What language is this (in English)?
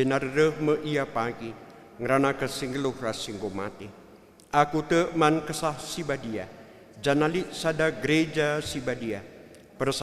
Batak Karo